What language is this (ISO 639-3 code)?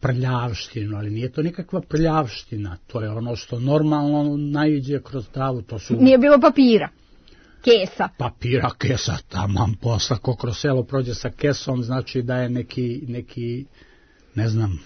srp